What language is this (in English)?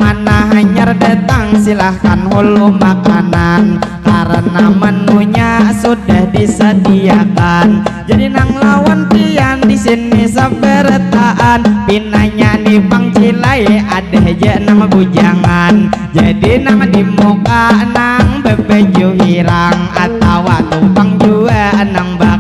Banjar